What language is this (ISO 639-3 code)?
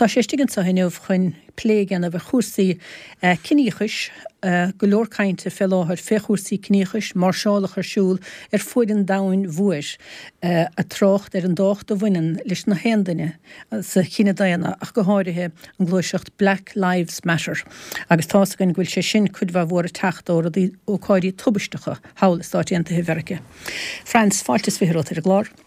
gle